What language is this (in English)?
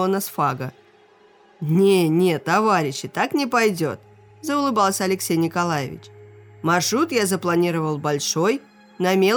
Russian